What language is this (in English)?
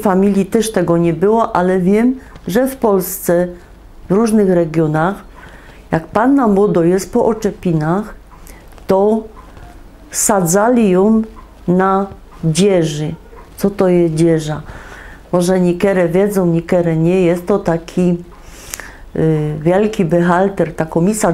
Silesian